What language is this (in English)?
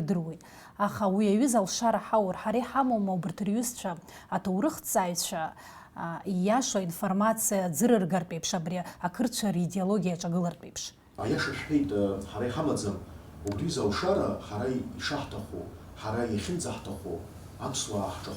Abkhazian